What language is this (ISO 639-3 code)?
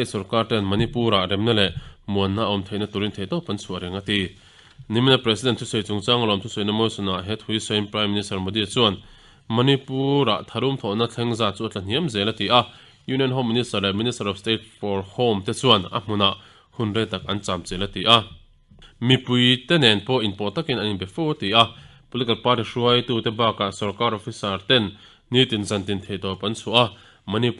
lus